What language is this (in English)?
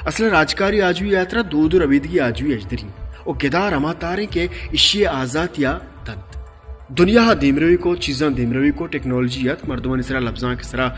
Baluchi